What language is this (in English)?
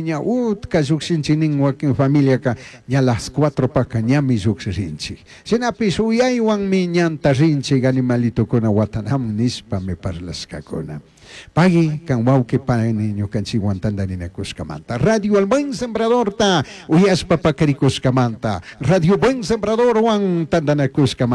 Chimborazo Highland Quichua